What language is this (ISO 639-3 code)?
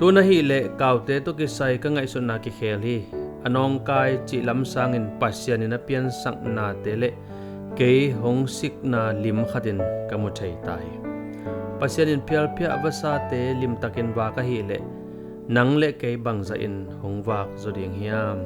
ctd